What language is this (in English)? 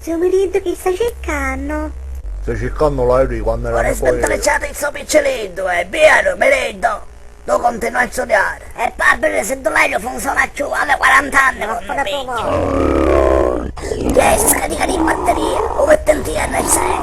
Sicilian